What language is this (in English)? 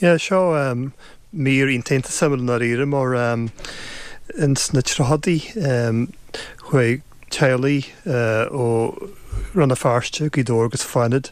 Irish